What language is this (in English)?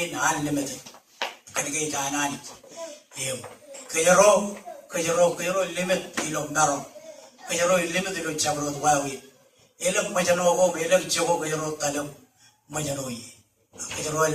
Marshallese